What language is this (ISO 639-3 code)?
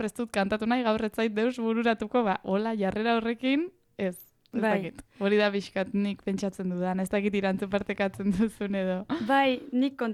eus